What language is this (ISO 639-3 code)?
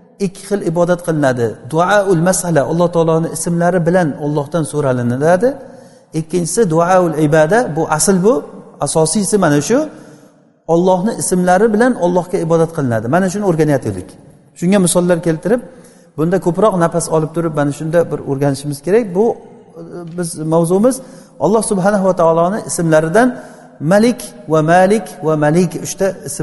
uzb